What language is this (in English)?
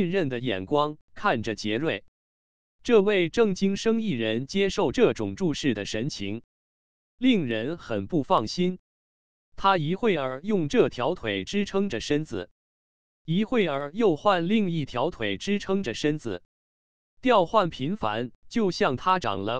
Chinese